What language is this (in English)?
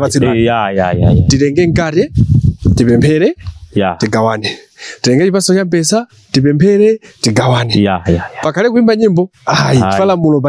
Nyanja